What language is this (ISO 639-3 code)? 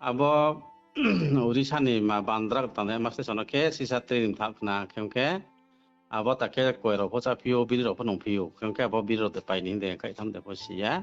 ria